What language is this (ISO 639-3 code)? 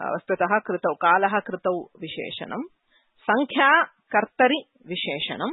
san